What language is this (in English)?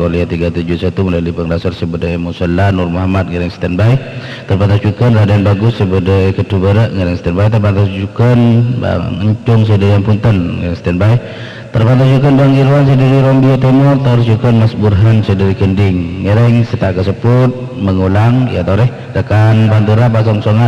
Madurese